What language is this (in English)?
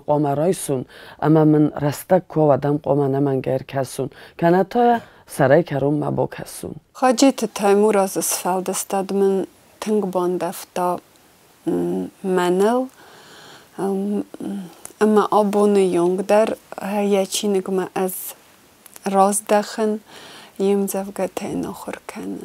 Ossetic